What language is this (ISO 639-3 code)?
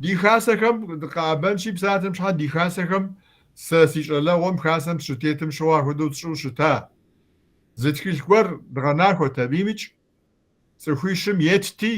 kbd